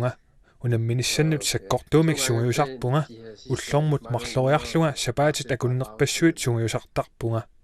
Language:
Kalaallisut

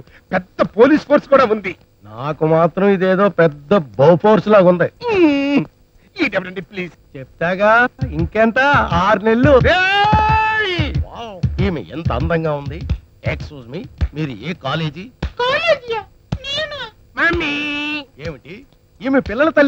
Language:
Telugu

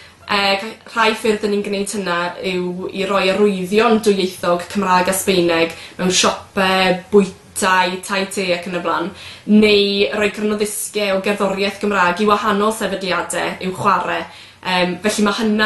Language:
Welsh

